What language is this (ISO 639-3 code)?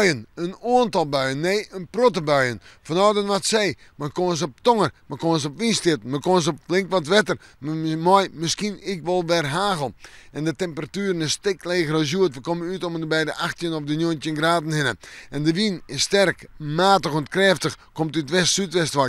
fry